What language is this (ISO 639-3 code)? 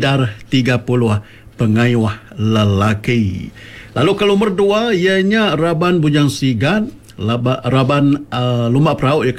iba